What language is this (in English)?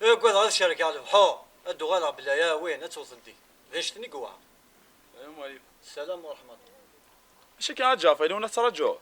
Kabyle